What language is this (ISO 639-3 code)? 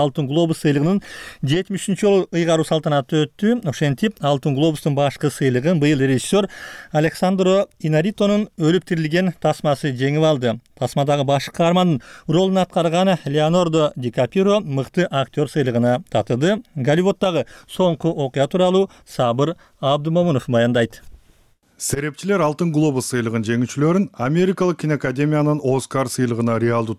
kir